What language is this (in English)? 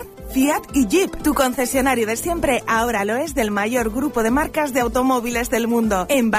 Spanish